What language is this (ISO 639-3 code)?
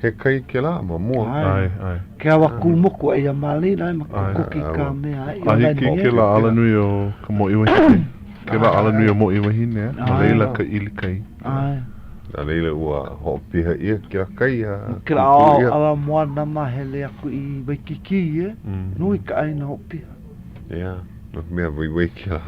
haw